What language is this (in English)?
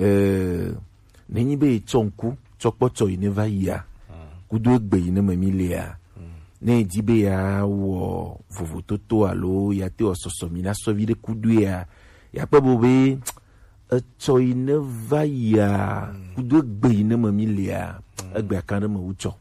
Gen